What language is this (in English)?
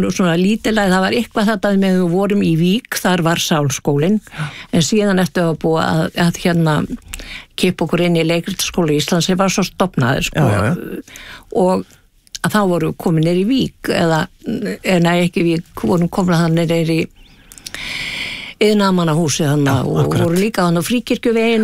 Icelandic